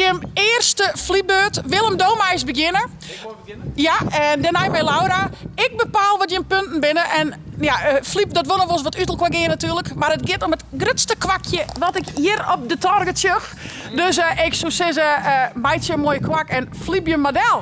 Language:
Western Frisian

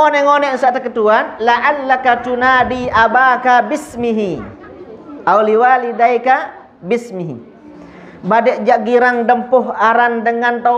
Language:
Sasak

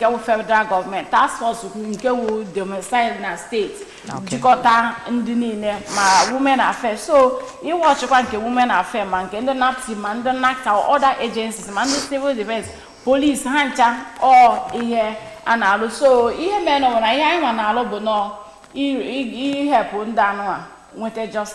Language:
Igbo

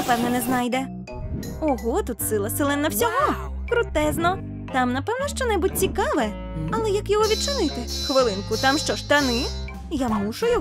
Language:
Ukrainian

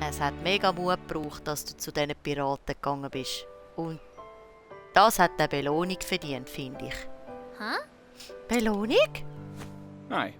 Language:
Swiss German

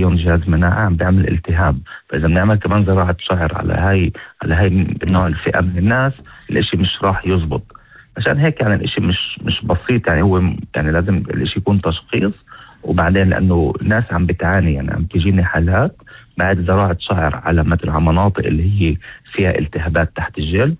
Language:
North Levantine Arabic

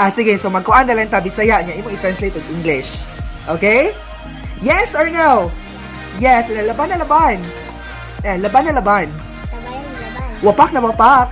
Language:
Cebuano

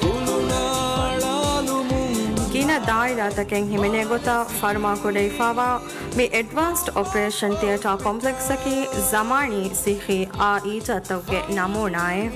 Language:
Divehi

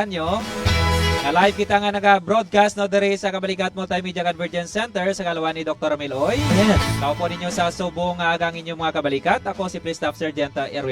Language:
Hiligaynon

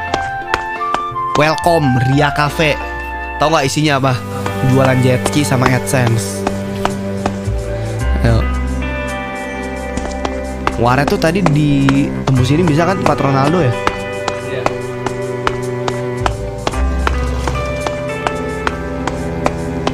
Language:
Indonesian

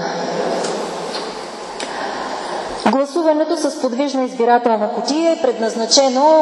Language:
Bulgarian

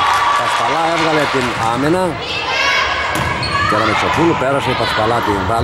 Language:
Greek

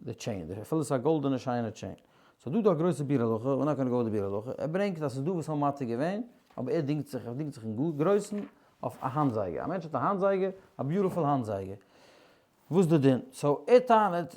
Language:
Yiddish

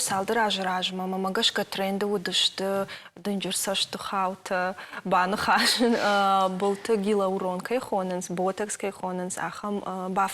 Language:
Ossetic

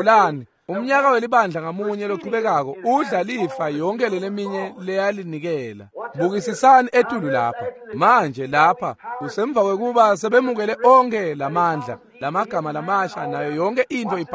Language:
Swati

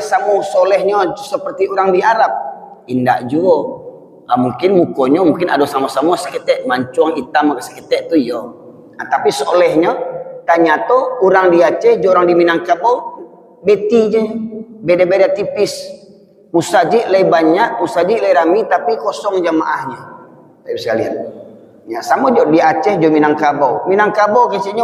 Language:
Minangkabau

